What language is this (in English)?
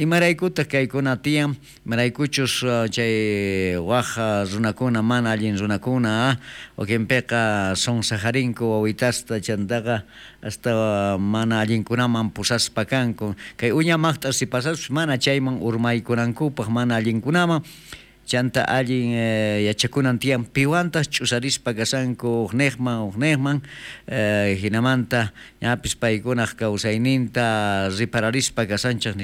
South Bolivian Quechua